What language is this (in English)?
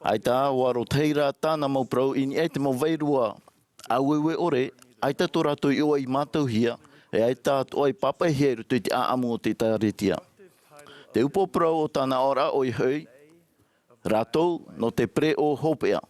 Tahitian